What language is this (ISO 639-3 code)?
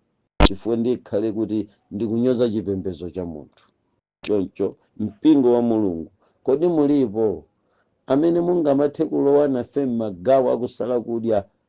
nya